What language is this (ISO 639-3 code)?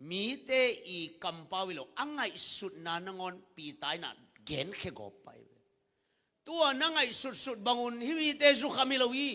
ctd